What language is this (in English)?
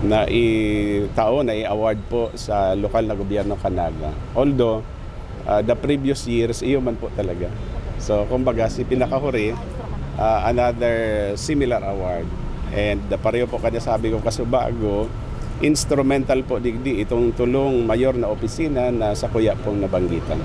Bikol